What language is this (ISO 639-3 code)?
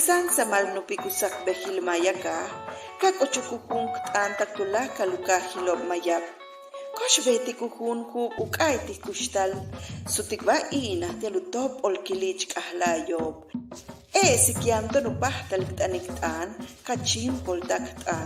yua